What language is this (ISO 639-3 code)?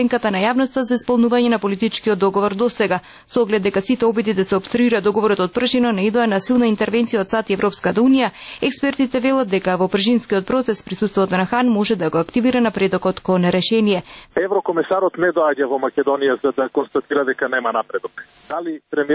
mkd